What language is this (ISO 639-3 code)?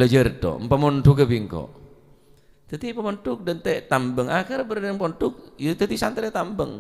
mad